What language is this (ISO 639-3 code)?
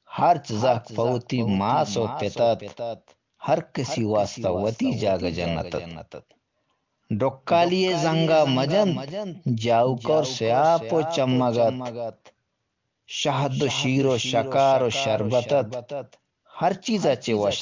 bgp